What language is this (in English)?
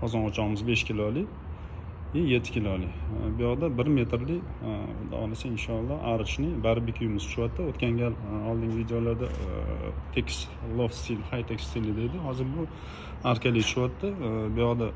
Uzbek